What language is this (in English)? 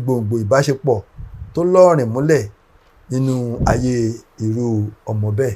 Yoruba